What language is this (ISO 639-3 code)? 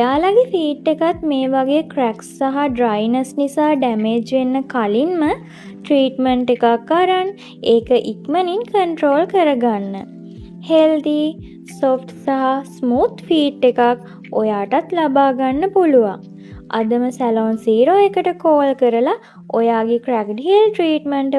sin